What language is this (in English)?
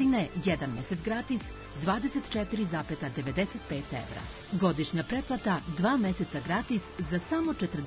Serbian